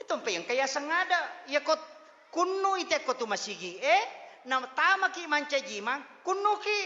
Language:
Buginese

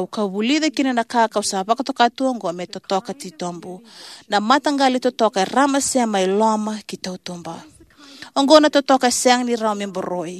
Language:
Fijian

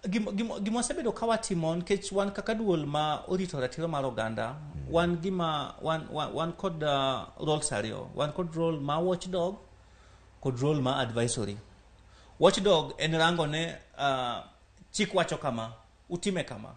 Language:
Luo (Kenya and Tanzania)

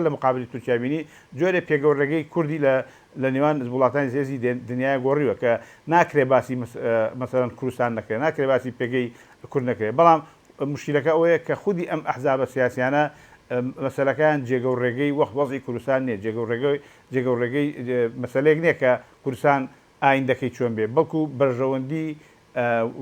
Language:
Central Kurdish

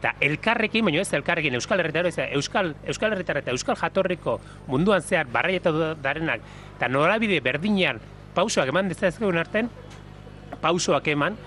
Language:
Basque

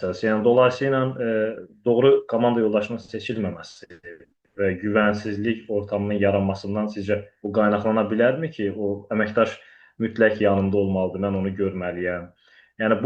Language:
Azerbaijani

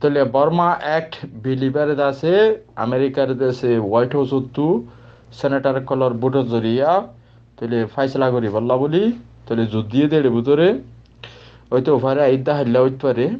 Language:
Rohingya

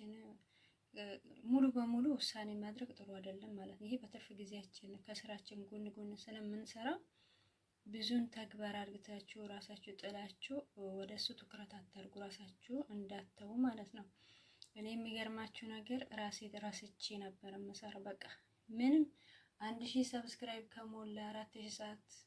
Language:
Amharic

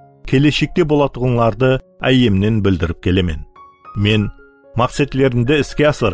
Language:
Kara-Kalpak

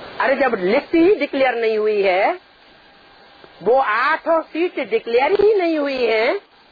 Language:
Hindi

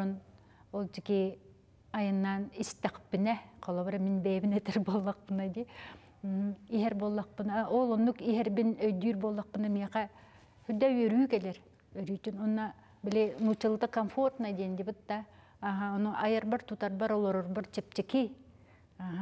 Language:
Yakut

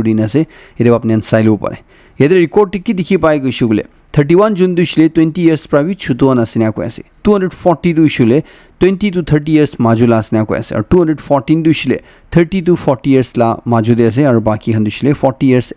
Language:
Naga Pidgin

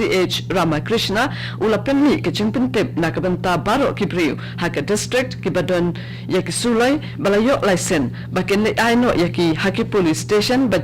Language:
Khasi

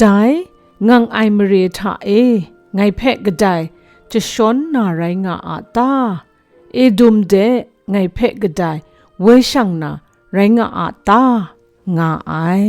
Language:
Kachin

